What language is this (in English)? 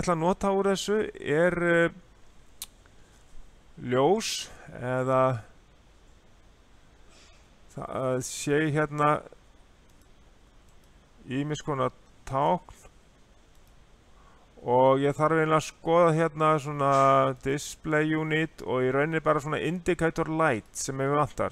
Icelandic